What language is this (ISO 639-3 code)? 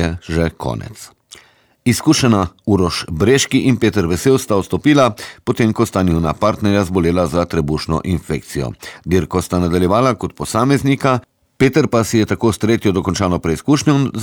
slv